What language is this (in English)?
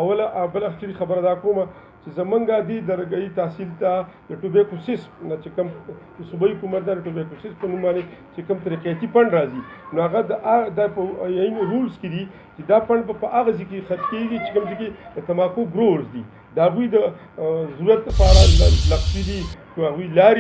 Pashto